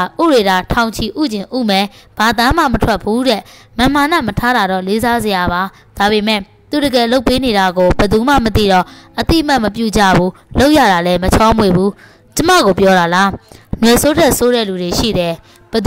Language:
Burmese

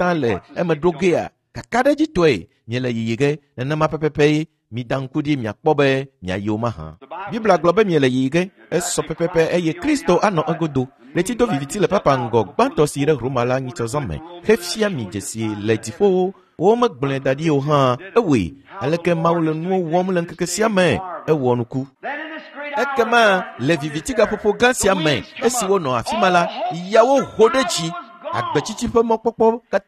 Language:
Ewe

